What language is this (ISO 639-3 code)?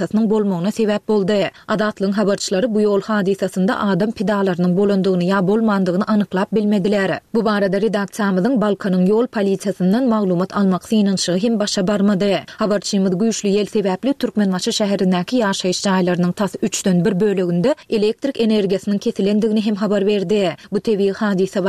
tuk